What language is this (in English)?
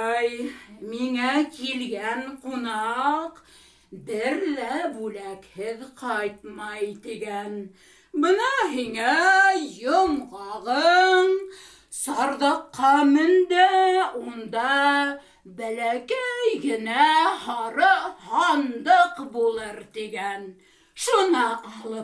Bashkir